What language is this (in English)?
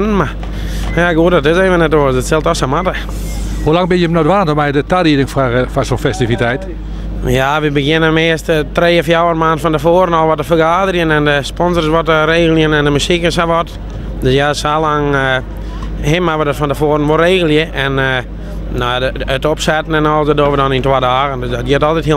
Western Frisian